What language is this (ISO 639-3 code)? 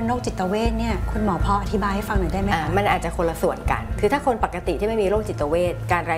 tha